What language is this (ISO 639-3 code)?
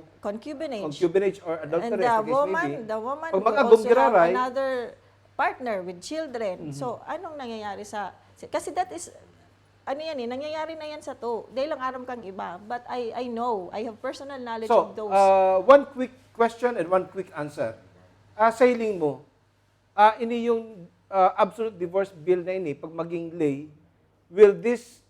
bik